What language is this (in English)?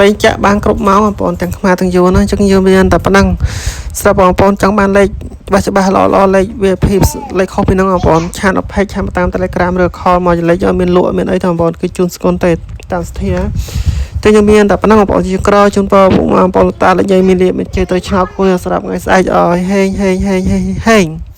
Khmer